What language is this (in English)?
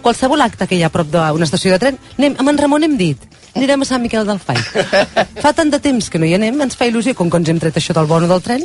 Catalan